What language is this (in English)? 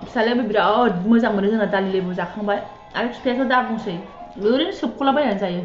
Bodo